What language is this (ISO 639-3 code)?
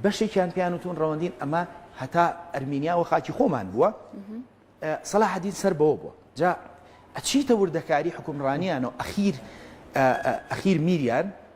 ckb